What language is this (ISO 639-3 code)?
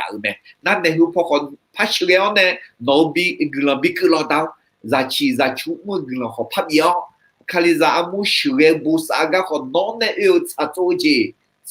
ahk